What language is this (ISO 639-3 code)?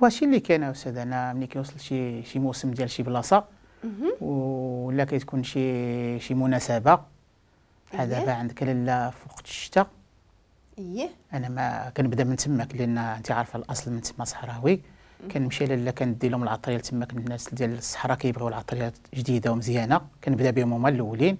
ary